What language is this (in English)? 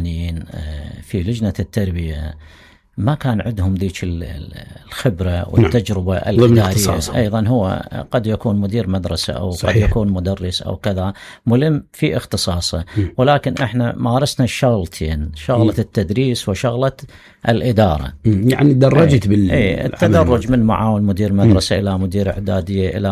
Mesopotamian Arabic